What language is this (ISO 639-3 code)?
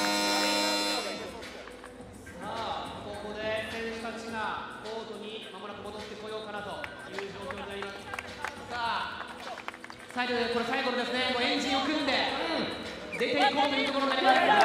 jpn